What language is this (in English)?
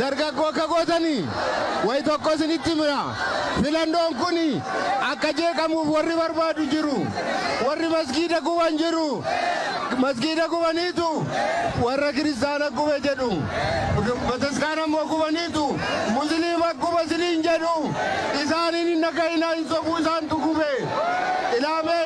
Oromo